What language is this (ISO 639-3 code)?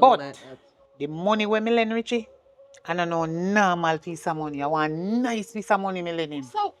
jam